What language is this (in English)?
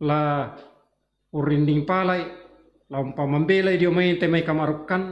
Toraja-Sa'dan